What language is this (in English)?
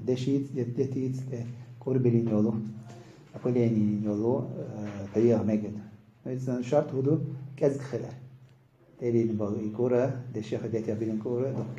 Chechen